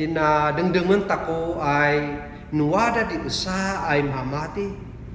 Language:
Kankanaey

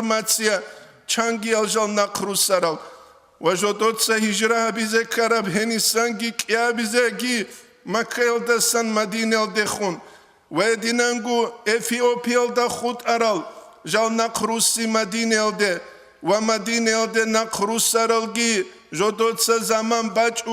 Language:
Avaric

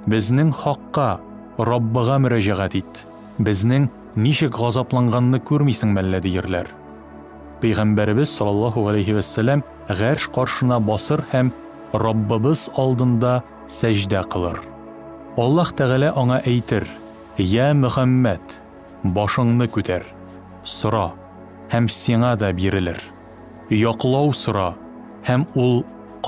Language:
Tatar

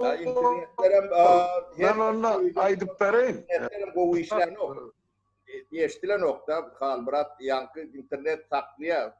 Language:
Turkmen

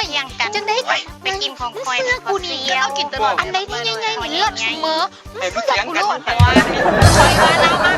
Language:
Northeastern Thai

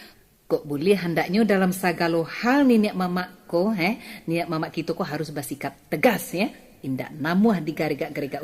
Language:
Minangkabau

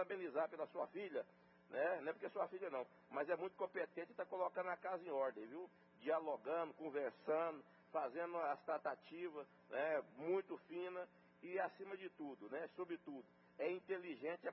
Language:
Portuguese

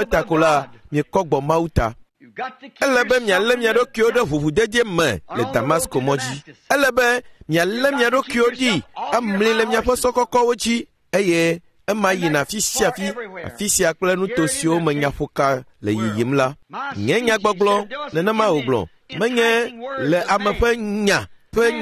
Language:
Ewe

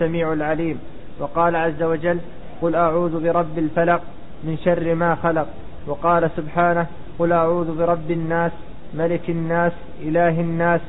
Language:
Arabic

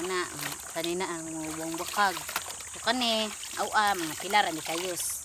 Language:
Cebuano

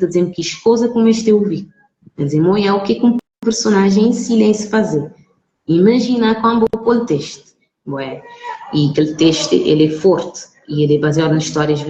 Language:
Kabuverdianu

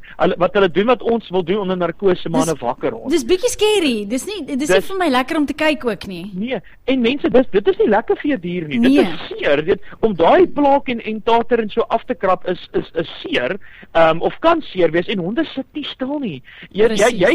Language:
Afrikaans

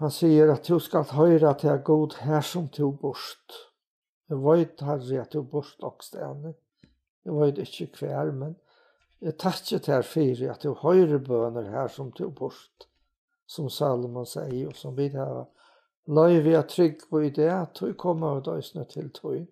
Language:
Faroese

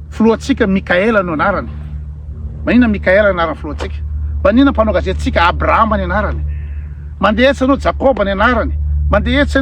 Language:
Malagasy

